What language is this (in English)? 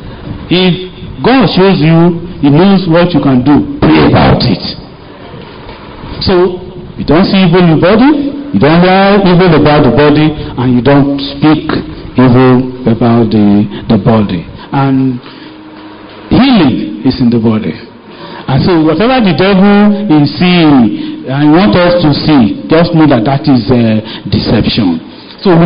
English